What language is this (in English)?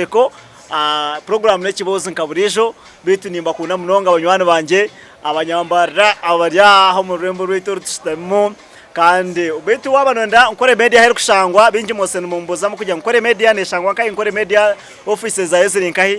Nyankole